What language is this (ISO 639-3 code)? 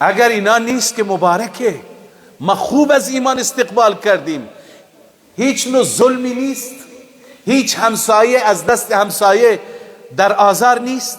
fas